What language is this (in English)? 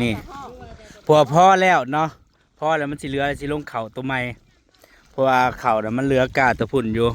Northeastern Thai